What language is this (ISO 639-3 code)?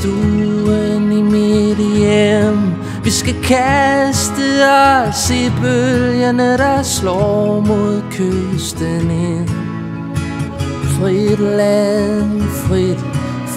dan